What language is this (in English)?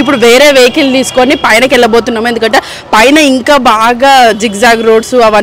Telugu